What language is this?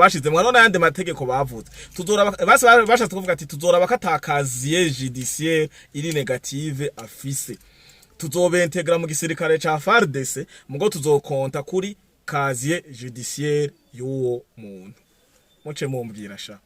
Rundi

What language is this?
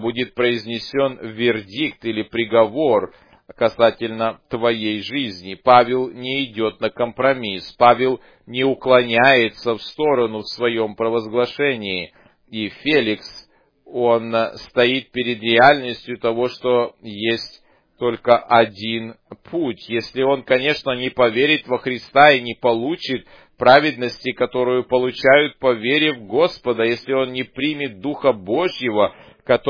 Russian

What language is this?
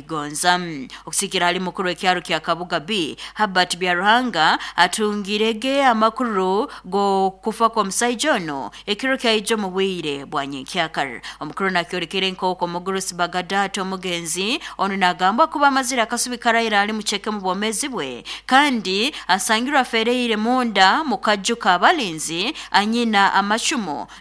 Nyoro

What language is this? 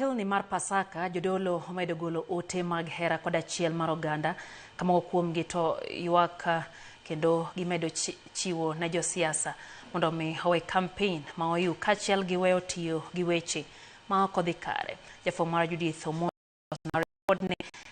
Luo (Kenya and Tanzania)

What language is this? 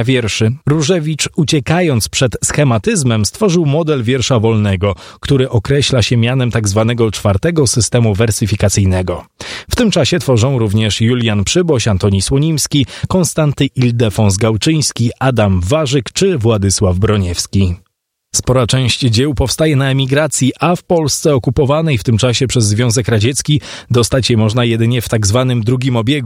Polish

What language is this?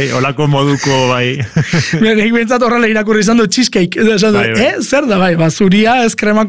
Basque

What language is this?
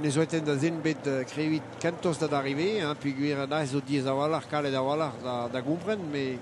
Breton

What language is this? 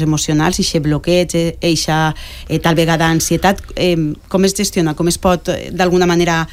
Catalan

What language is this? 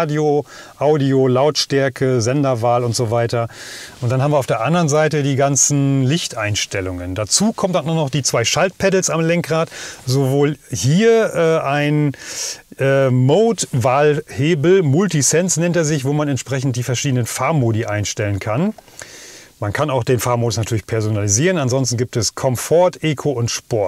German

